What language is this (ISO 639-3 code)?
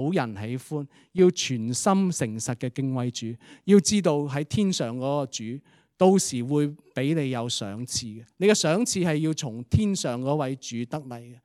yue